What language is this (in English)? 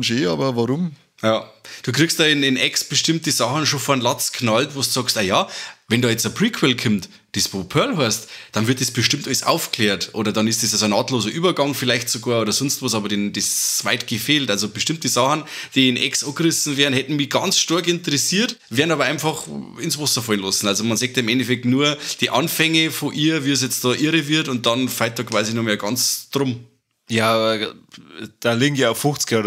Bavarian